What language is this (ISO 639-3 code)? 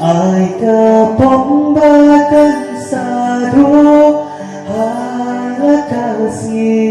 kha